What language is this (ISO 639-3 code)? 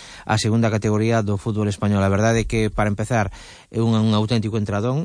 glg